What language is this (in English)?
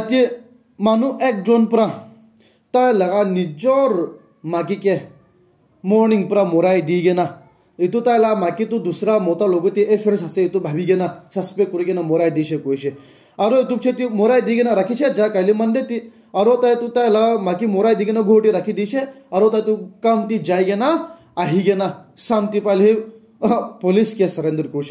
Naga Pidgin